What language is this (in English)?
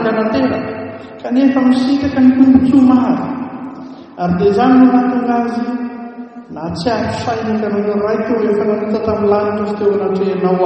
Malagasy